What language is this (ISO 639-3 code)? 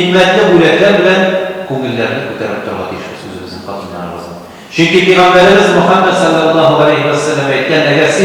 tat